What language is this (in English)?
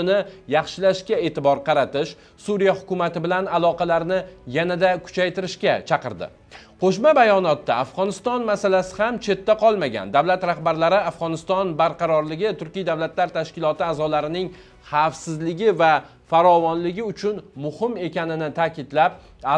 Uzbek